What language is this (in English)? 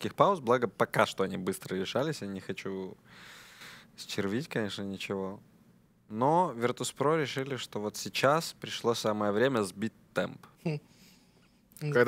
Russian